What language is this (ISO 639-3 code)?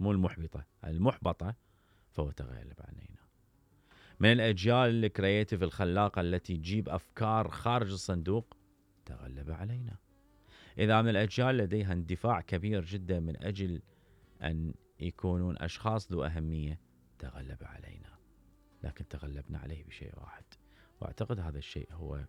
acm